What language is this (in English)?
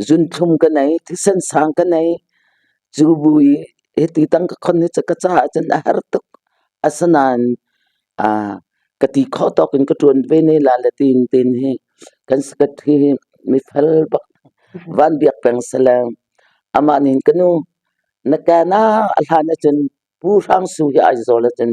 Hakha Chin